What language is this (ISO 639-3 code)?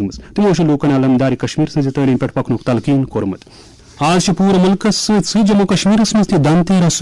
kas